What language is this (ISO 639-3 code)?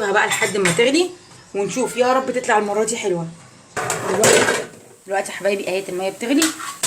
arz